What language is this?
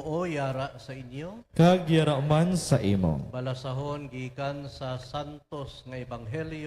Hiligaynon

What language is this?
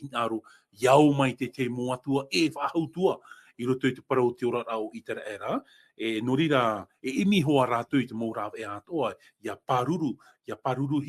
Tahitian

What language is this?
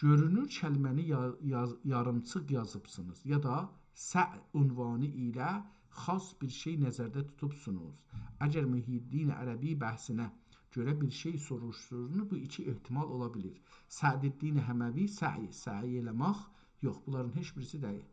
South Azerbaijani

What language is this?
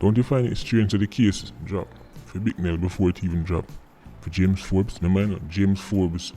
Jamaican Creole English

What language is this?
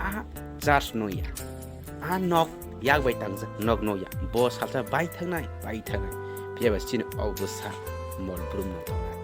Kok Borok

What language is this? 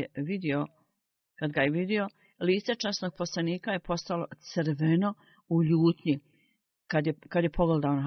Bosnian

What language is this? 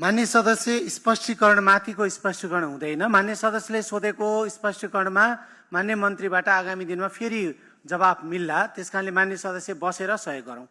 Nepali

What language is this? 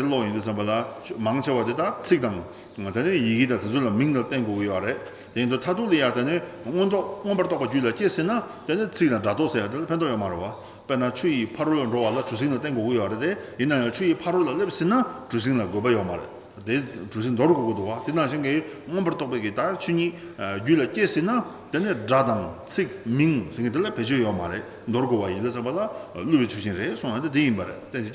Tibetan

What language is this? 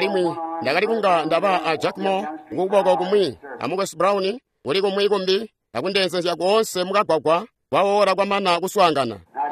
Tonga (Zambia)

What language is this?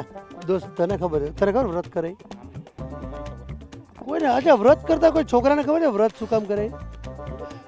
Gujarati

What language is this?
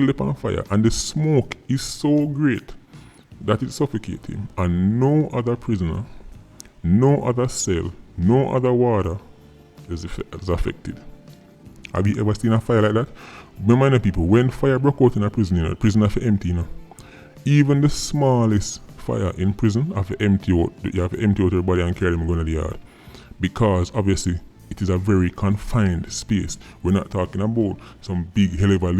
Jamaican Creole English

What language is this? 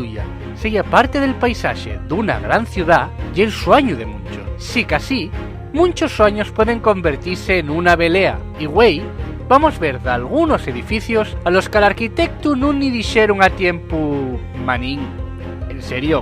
Asturian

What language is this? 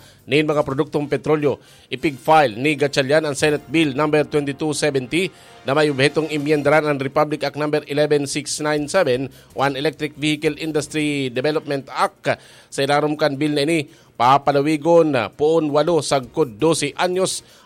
Bikol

